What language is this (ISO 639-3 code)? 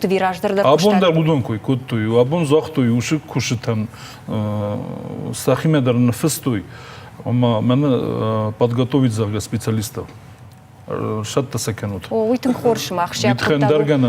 oss